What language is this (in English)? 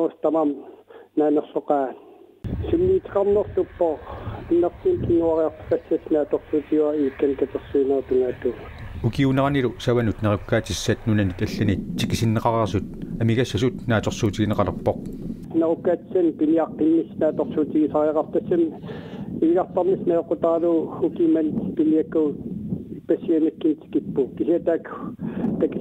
Kalaallisut